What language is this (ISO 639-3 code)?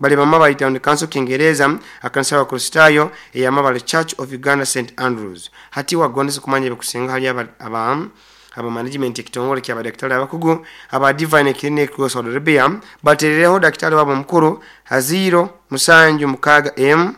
nyo